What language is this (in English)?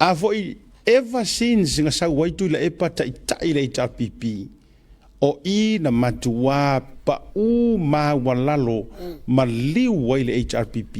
Samoan